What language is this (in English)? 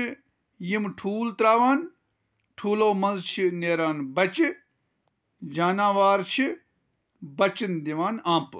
Kashmiri